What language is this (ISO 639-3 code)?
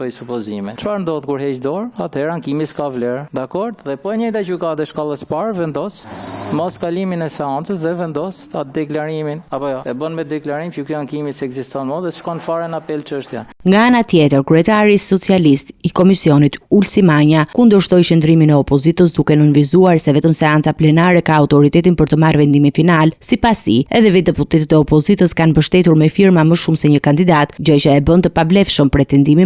sqi